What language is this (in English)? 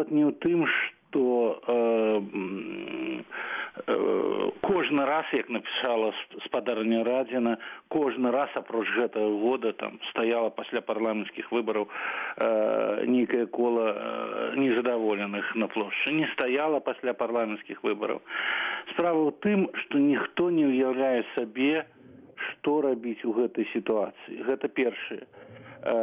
Belarusian